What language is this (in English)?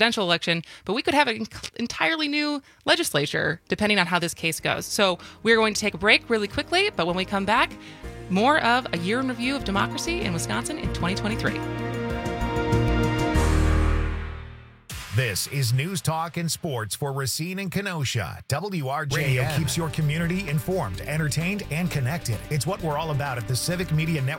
English